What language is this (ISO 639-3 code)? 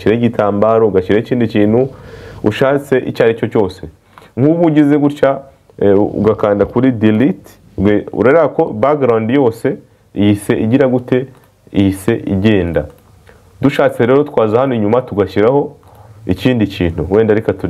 kin